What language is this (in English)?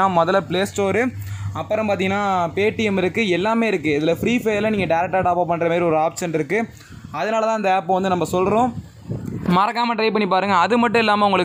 Tamil